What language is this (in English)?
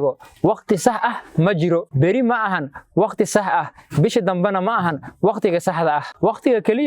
Somali